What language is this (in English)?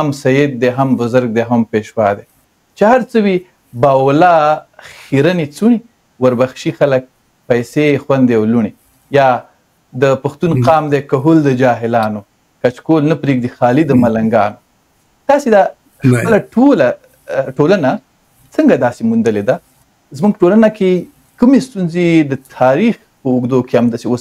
Pashto